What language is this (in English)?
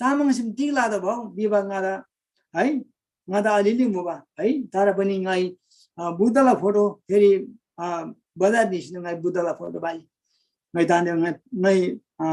Eastern Tamang